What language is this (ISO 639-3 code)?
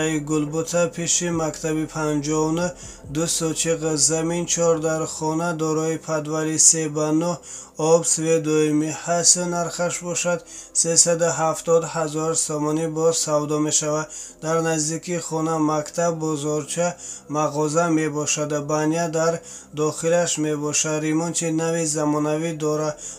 tgk